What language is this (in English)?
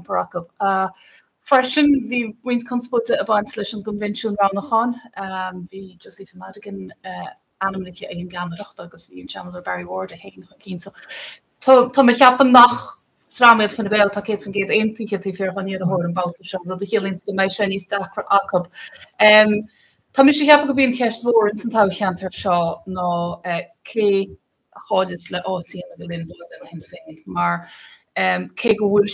Irish